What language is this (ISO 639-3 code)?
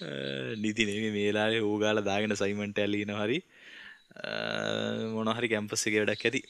sin